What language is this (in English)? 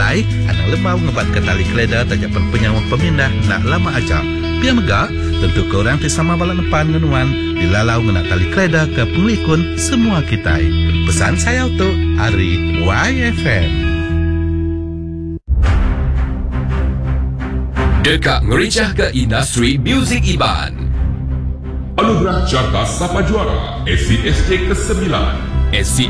Iban